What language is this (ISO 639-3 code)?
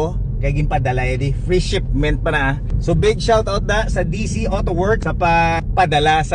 hil